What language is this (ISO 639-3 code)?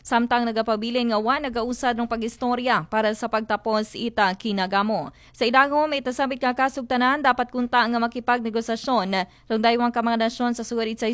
akl